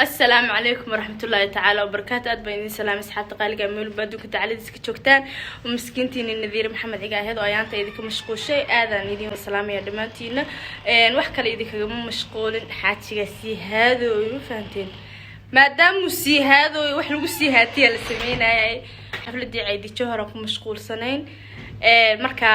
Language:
Somali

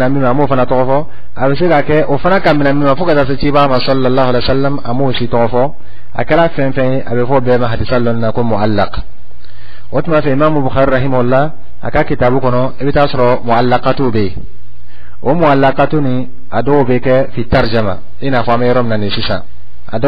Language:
Dyula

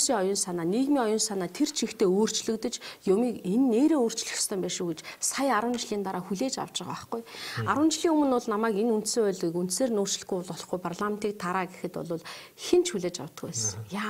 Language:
Mongolian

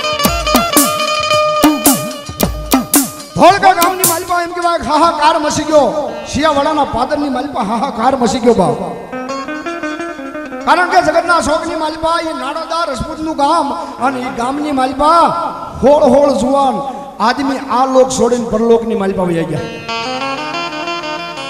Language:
Gujarati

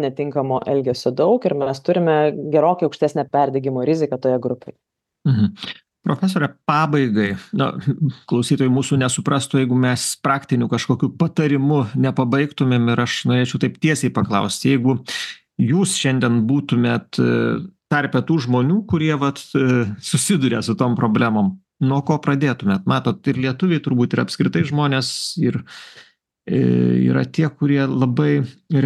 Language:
Lithuanian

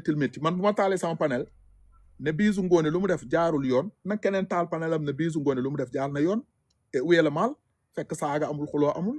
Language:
Wolof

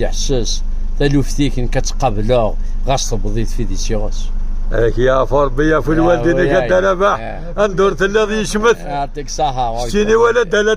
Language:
Kabyle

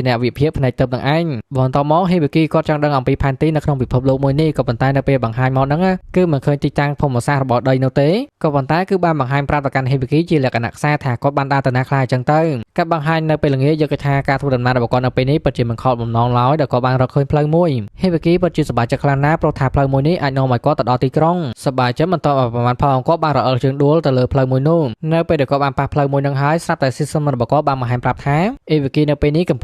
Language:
Khmer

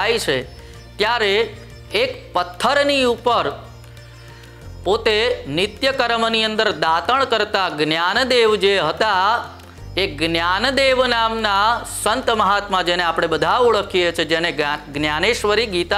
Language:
Gujarati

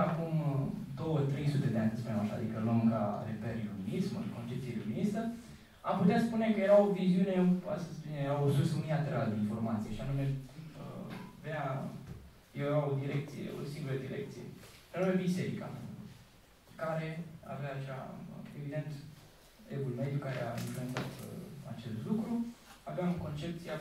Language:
Romanian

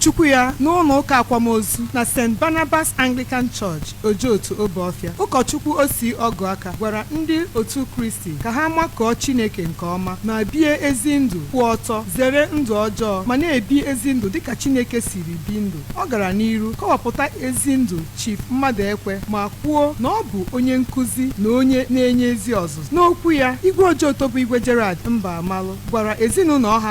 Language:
Igbo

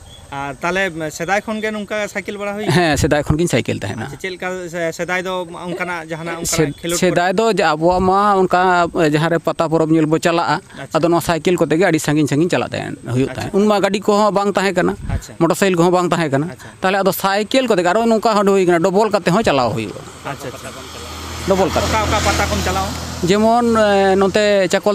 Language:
Santali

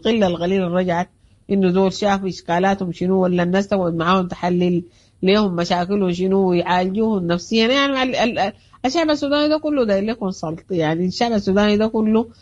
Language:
Sudanese Arabic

